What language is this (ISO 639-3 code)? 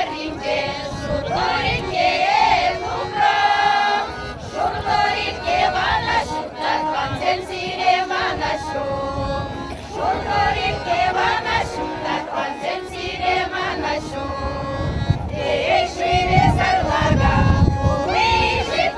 chv